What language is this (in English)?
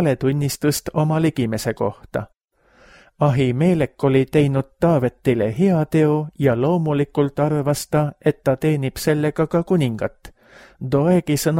Estonian